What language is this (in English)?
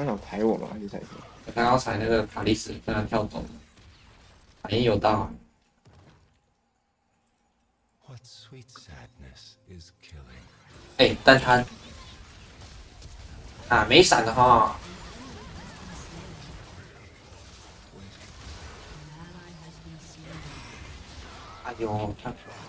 Chinese